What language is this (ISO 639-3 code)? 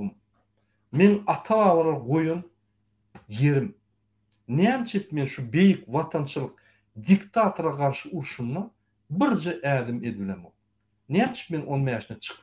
tuk